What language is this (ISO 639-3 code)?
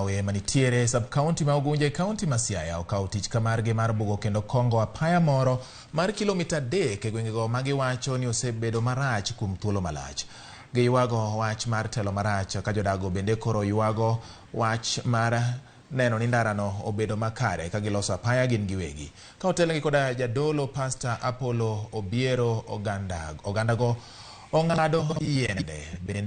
luo